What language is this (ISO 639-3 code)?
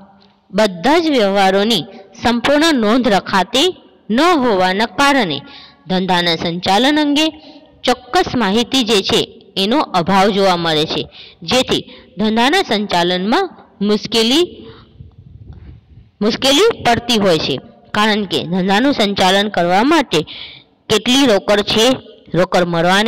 guj